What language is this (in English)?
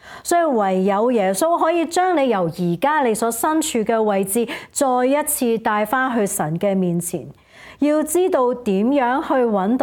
Cantonese